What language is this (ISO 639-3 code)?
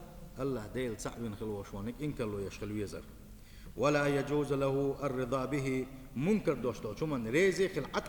che